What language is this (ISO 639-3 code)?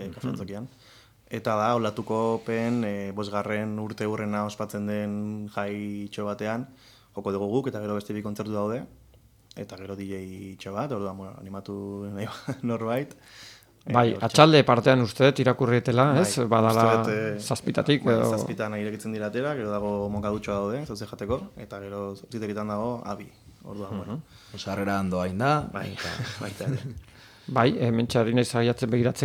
eus